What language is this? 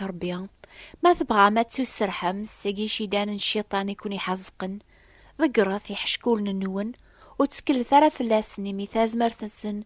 Kabyle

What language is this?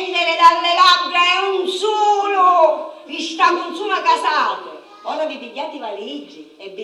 Sicilian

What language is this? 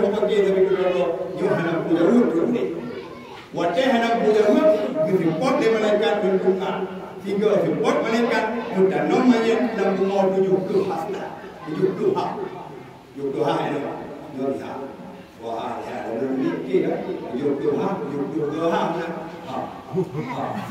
Achinese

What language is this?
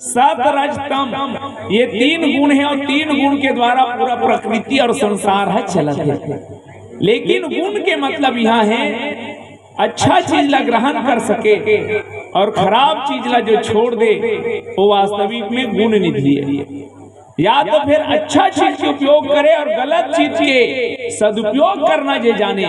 Chhattisgarhi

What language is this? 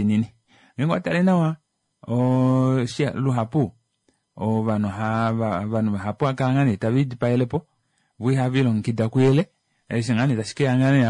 Kuanyama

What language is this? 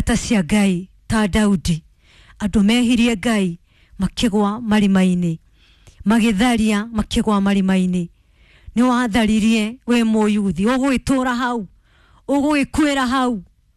Kikuyu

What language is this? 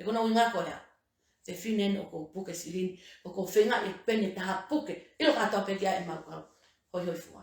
Tongan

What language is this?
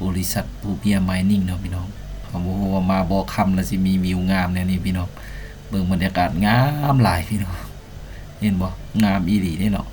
Lao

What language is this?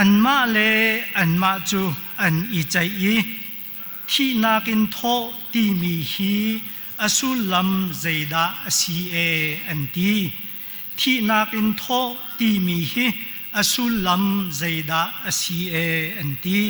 Hakha Chin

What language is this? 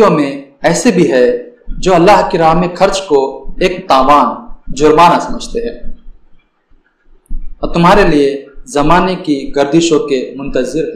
Urdu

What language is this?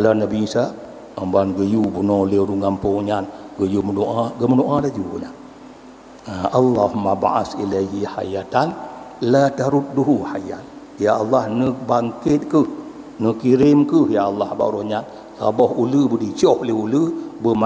Achinese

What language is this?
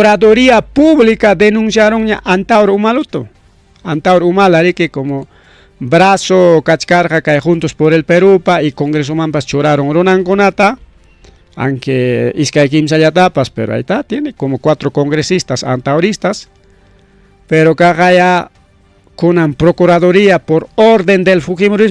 Ayacucho Quechua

